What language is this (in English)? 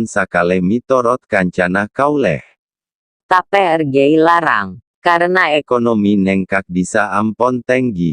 Madurese